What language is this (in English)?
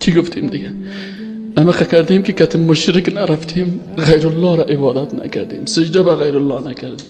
Persian